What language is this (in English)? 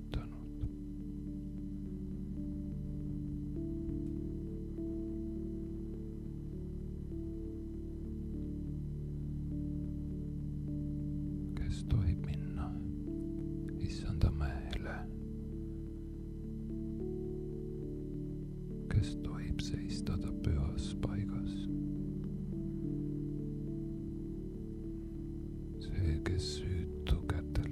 Estonian